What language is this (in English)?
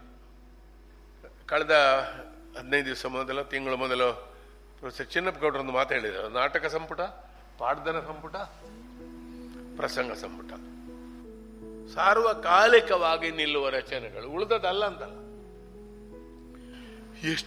Kannada